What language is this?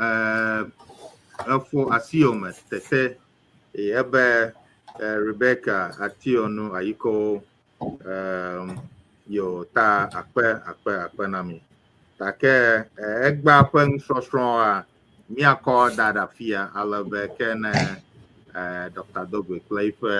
Ewe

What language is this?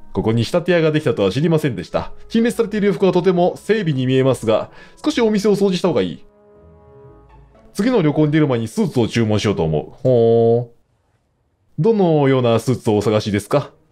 Japanese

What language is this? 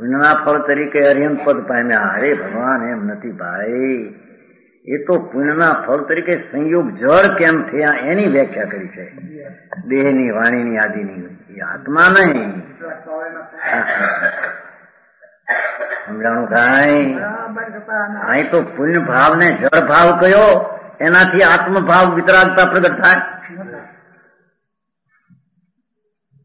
Gujarati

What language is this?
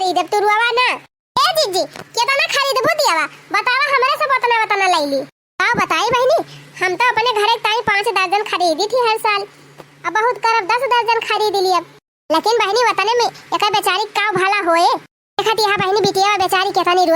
Awadhi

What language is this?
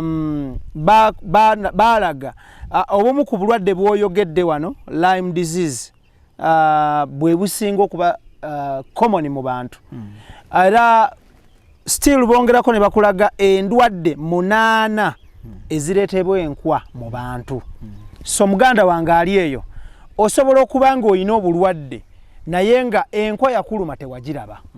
Ganda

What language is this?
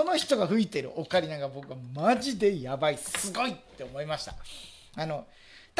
Japanese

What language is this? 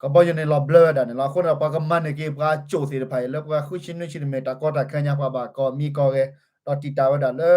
S'gaw Karen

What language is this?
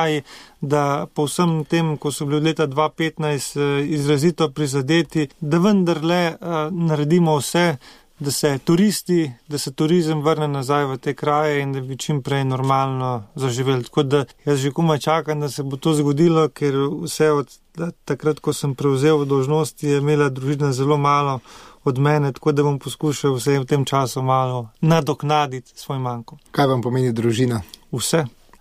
Slovenian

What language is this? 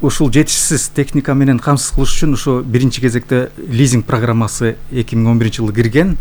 Kyrgyz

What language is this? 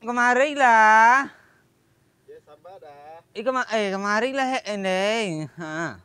Minangkabau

